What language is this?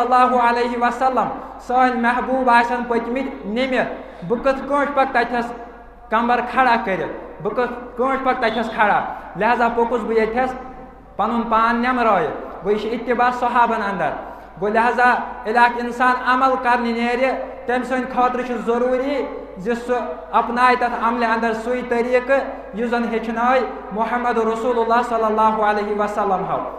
Kashmiri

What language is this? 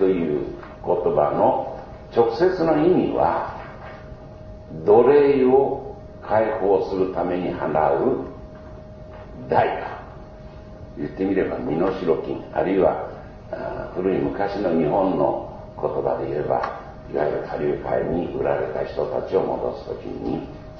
Japanese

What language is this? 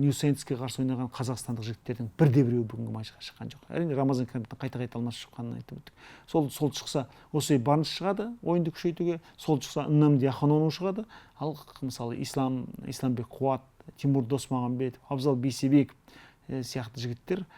Kazakh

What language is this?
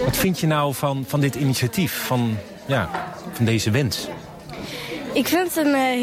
Dutch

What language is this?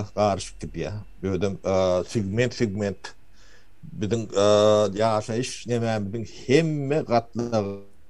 Turkmen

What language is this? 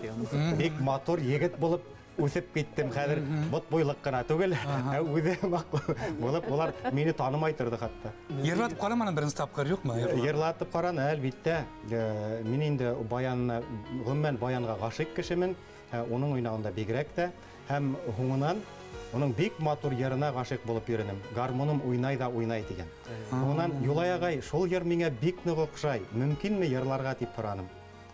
Bashkir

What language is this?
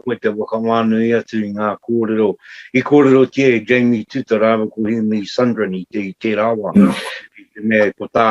Māori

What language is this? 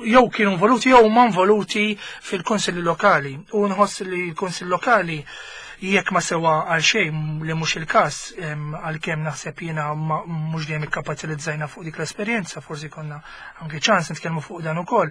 Maltese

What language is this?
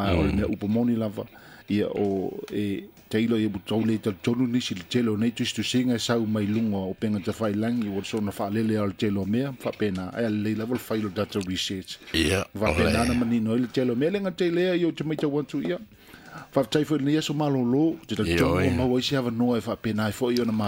Samoan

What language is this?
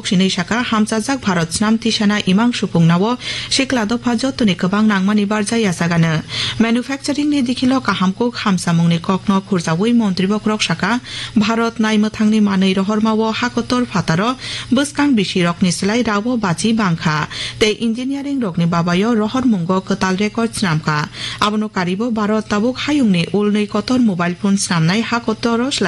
Kok Borok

